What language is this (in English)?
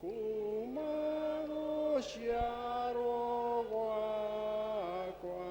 Kikuyu